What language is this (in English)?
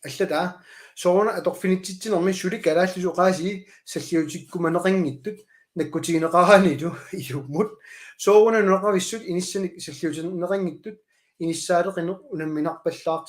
Kalaallisut